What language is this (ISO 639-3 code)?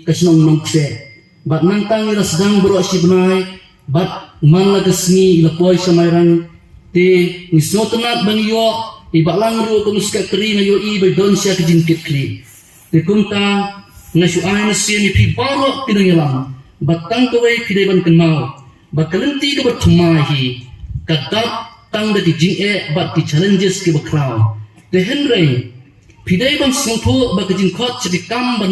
kha